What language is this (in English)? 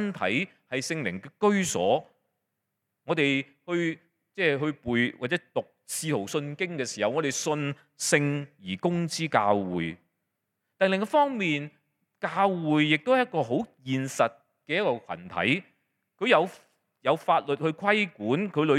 Cantonese